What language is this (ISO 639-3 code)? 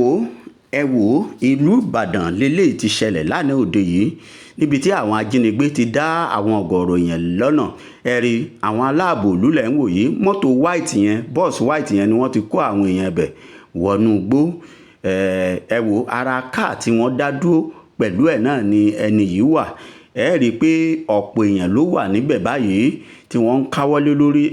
yor